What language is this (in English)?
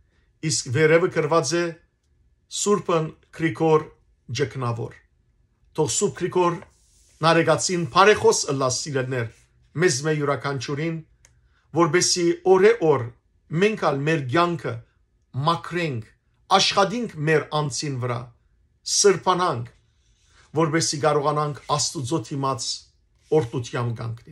Western Armenian